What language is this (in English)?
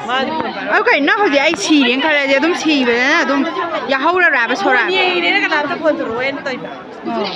Manipuri